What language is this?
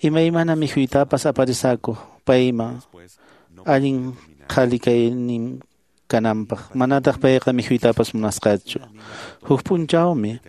Quechua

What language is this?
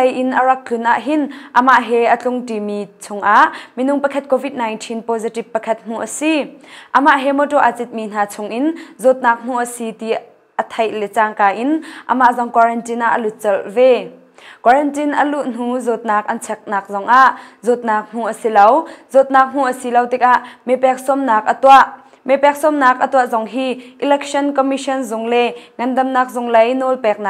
Hakha Chin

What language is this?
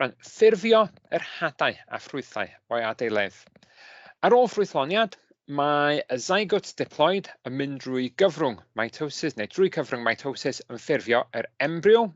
Welsh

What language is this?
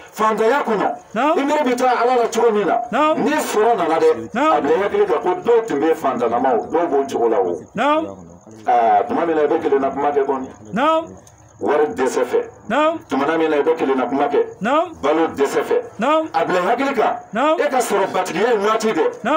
Bambara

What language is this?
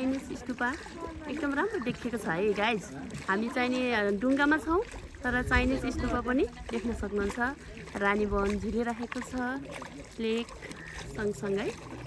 Nepali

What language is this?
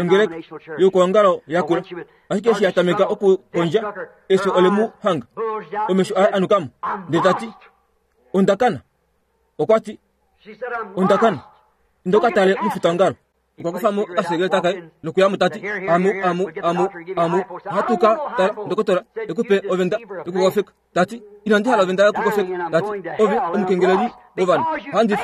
Kuanyama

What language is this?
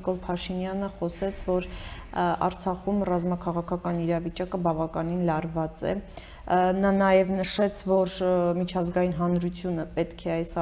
Armenian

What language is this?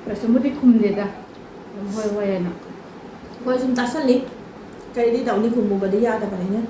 Manipuri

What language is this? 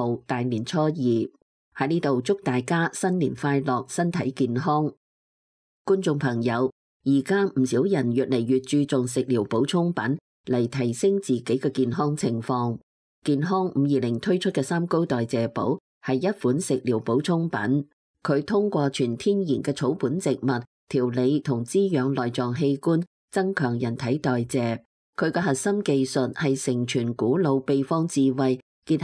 Cantonese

